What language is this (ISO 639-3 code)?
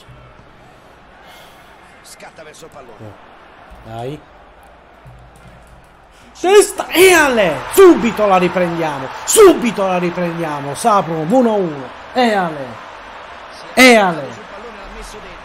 ita